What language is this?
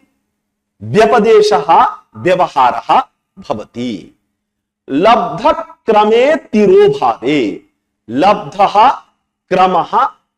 Sanskrit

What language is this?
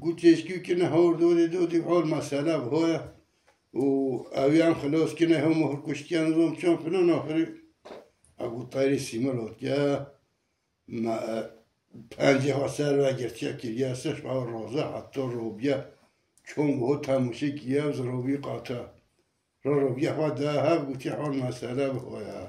Kurdish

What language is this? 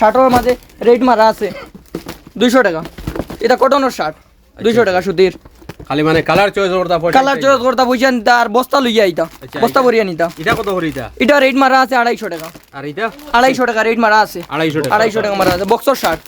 Sylheti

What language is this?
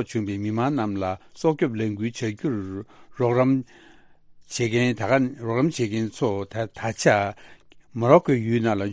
Tibetan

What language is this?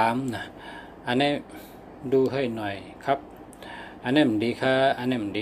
Shan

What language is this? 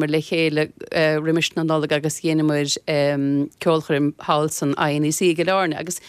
Irish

